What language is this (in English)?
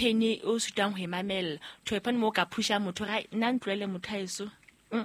Southern Sotho